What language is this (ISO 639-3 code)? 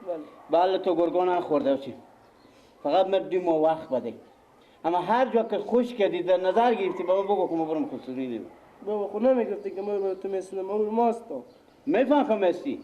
fas